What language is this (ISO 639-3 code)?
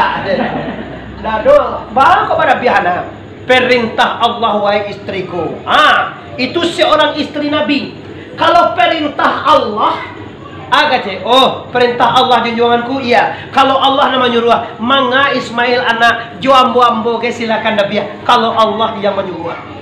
min